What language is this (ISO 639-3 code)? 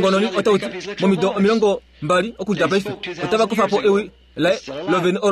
kua